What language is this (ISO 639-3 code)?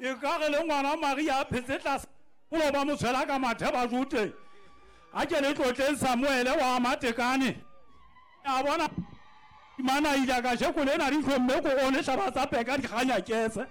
sot